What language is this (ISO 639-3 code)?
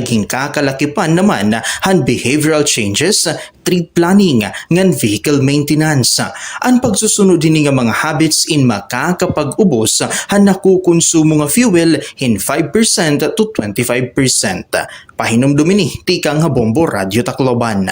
war